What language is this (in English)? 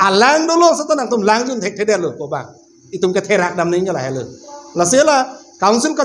Karbi